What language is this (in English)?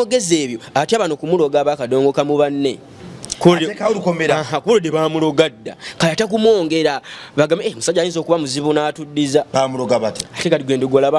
Ganda